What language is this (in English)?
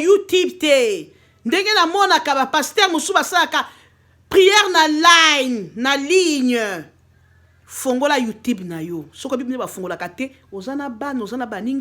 Lingala